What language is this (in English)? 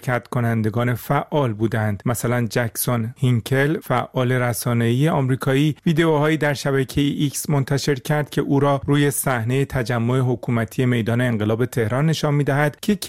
Persian